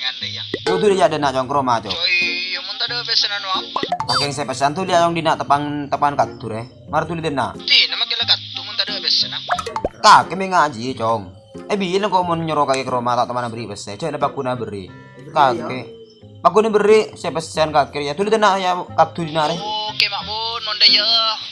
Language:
Madurese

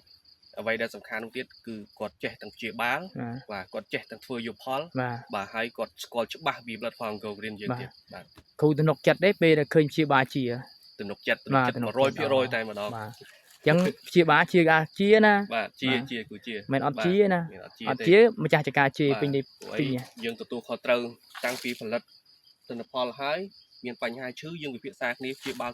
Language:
Khmer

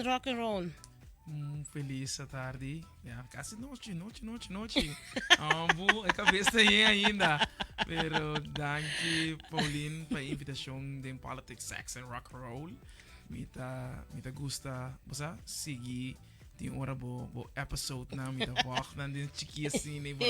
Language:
Papiamento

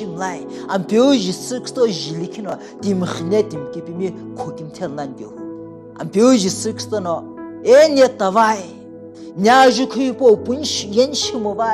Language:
Sumi Naga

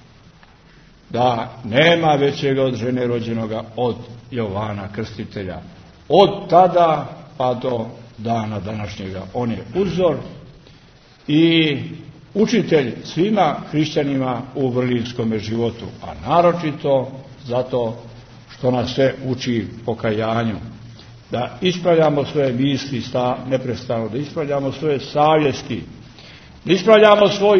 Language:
Serbian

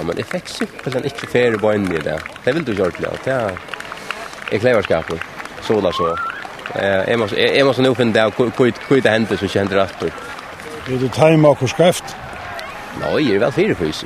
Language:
Faroese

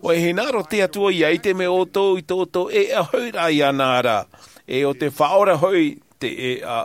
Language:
Tahitian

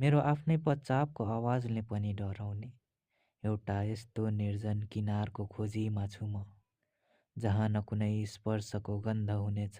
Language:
Nepali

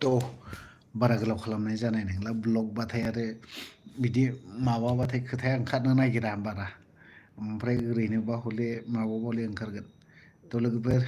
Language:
Bodo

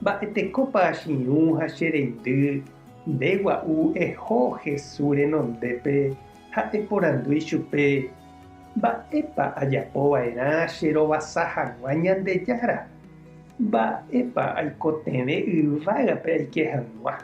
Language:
Guarani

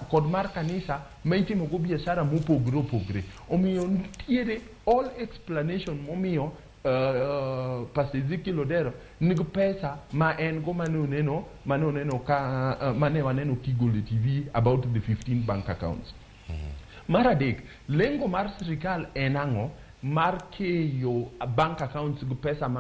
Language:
Luo (Kenya and Tanzania)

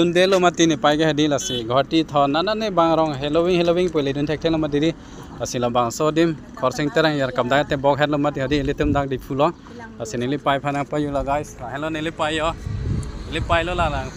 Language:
Karbi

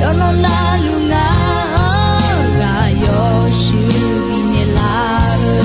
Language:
Akha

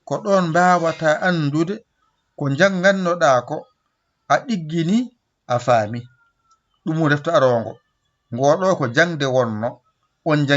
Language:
Fula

